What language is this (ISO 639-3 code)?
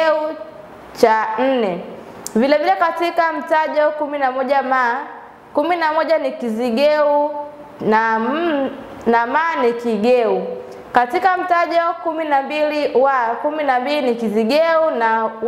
swa